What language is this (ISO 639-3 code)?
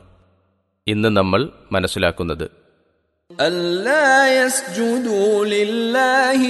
mal